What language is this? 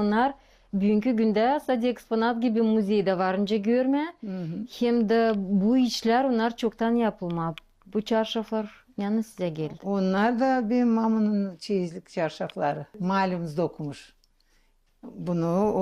Gagauz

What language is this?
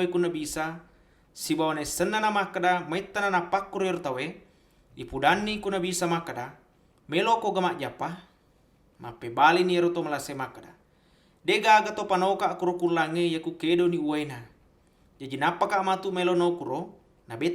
Buginese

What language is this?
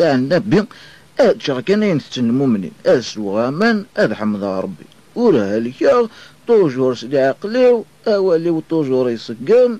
Kabyle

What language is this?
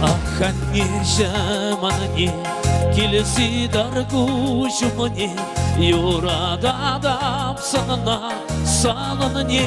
Chuvash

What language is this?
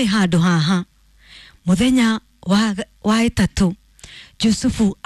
Kikuyu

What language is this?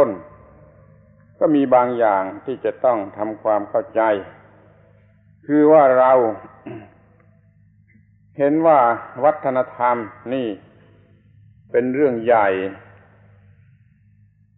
Thai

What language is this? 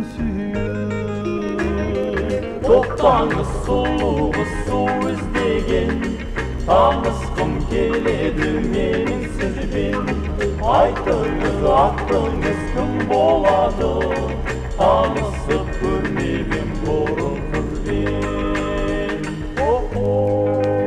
Kazakh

